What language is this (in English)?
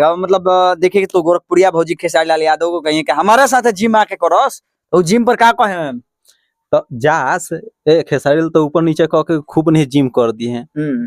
Bhojpuri